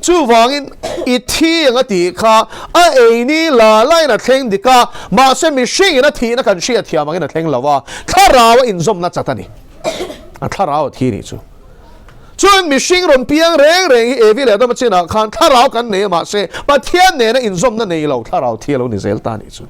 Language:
Mizo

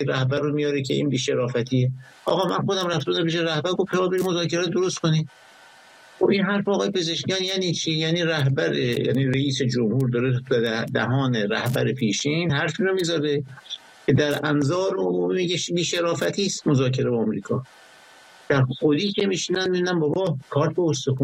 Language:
Persian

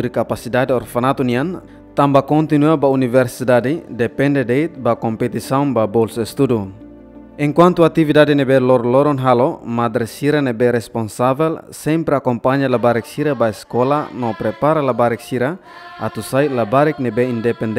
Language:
Tetum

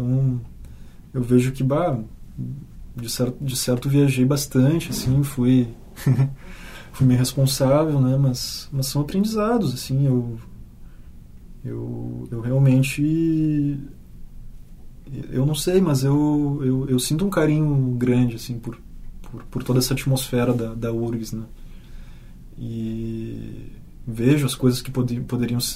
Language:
Portuguese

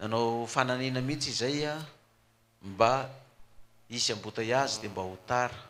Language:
Malagasy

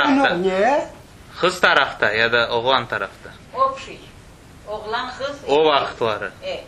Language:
Crimean Tatar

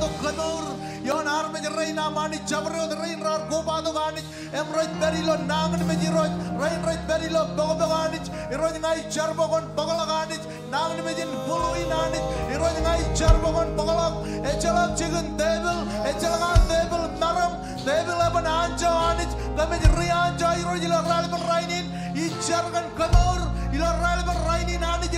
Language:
Marshallese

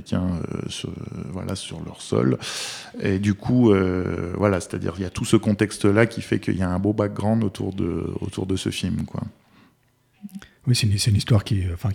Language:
French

